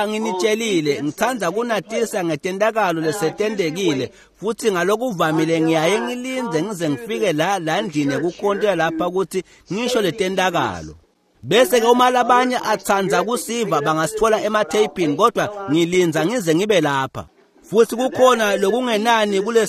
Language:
Swati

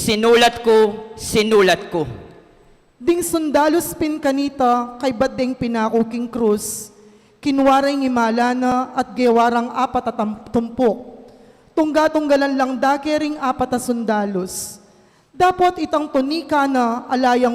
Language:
Pampanga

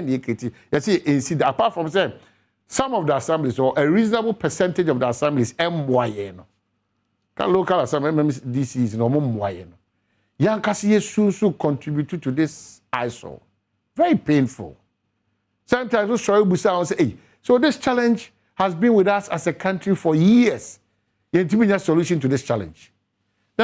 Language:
Akan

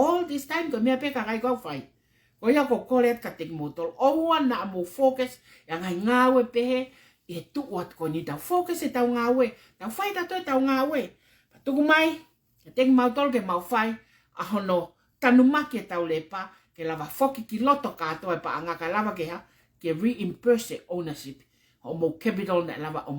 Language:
Tongan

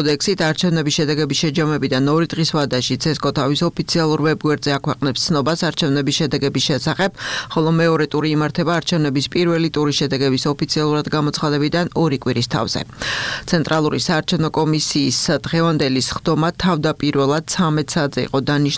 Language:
Georgian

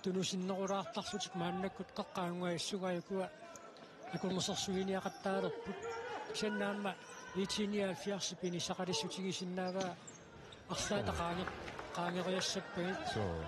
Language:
Kalaallisut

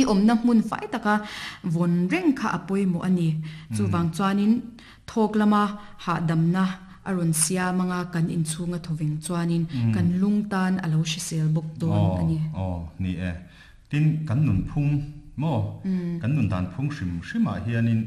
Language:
Mizo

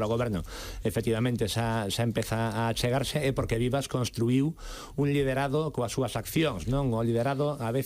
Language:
Galician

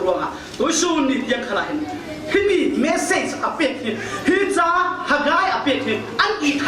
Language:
Falam Chin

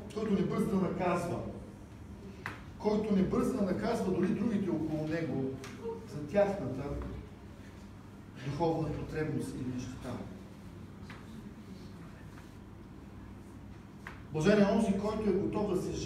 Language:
Bulgarian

